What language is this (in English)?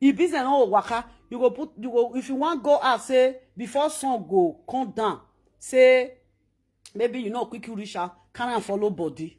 Nigerian Pidgin